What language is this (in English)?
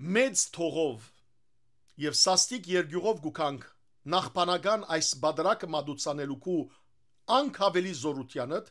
Western Armenian